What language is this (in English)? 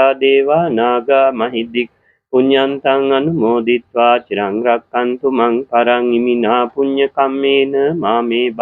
Sinhala